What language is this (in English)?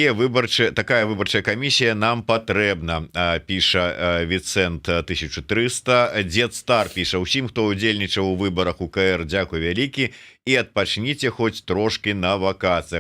Belarusian